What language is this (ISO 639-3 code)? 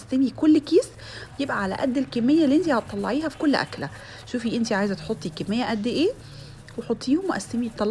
arz